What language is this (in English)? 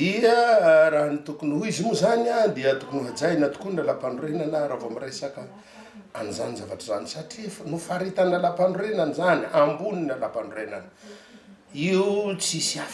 Malagasy